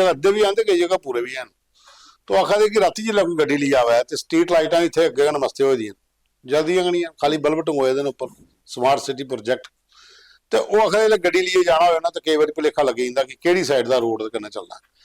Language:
Dogri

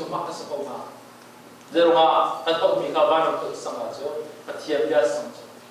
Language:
Hakha Chin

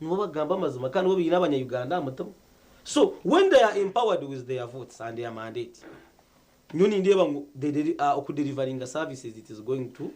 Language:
Nyankole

